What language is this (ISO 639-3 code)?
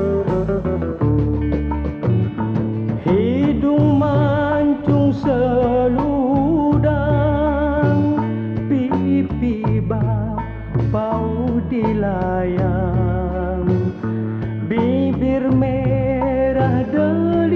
msa